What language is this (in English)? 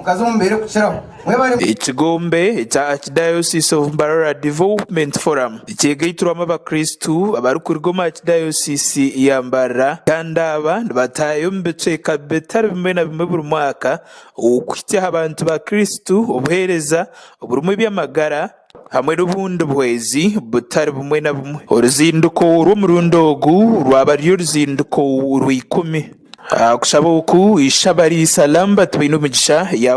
Nyankole